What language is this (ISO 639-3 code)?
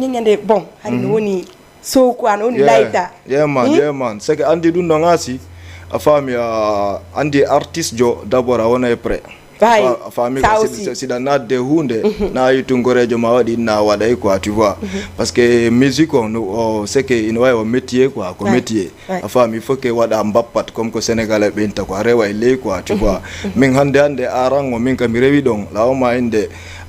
ful